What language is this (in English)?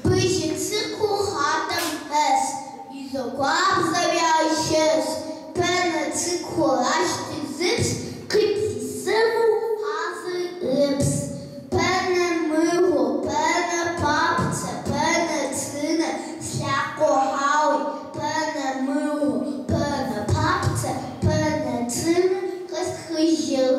Kabardian